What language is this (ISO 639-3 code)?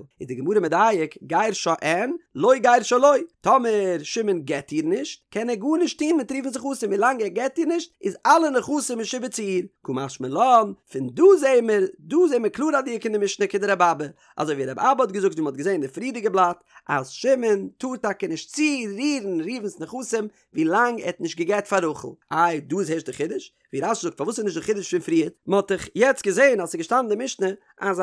yid